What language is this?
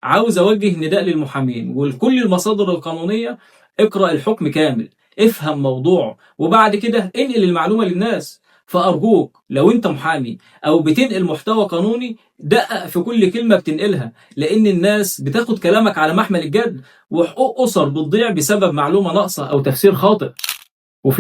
Egyptian Arabic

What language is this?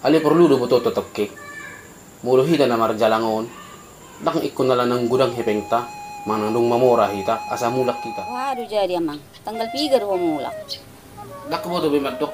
Batak Toba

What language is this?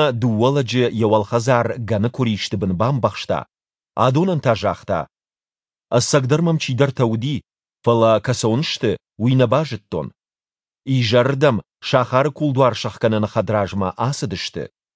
Ossetic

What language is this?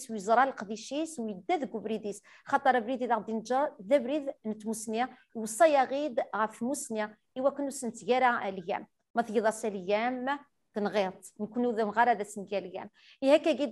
Kabyle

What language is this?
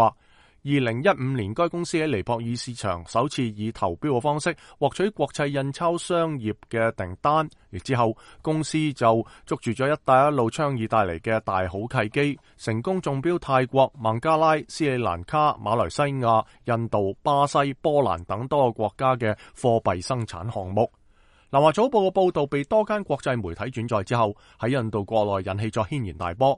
Cantonese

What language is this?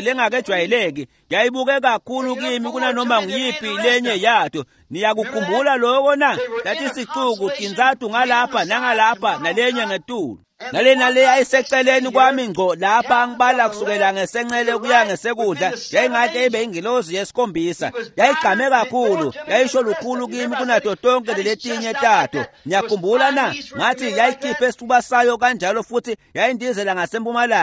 Swati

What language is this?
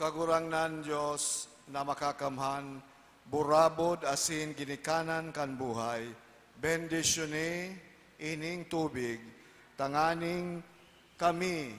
Bikol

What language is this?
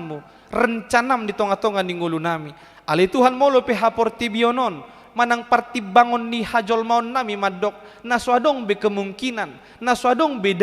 Batak Toba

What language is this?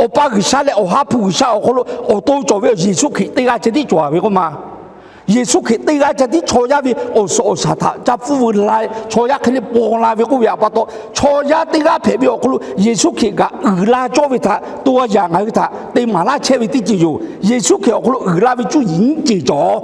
Lahu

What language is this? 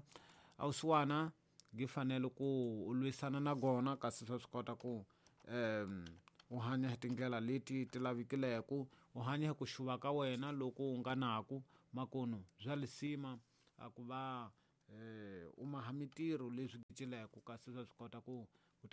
Tsonga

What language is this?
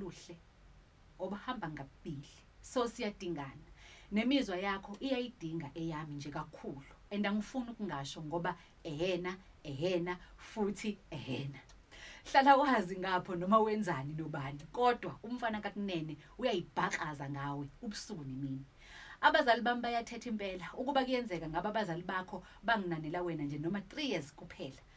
Zulu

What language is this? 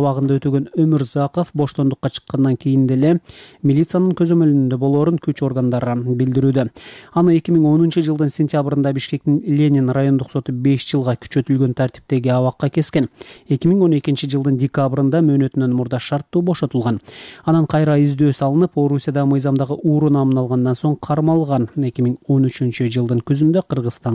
Kyrgyz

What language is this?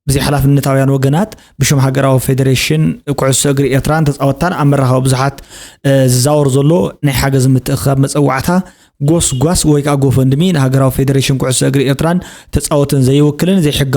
Tigrinya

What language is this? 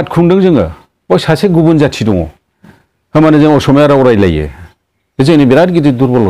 Bodo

